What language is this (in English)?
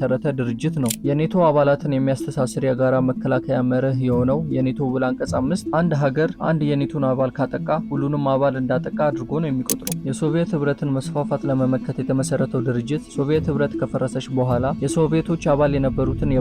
Amharic